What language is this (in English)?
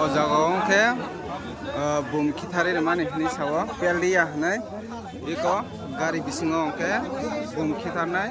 Kok Borok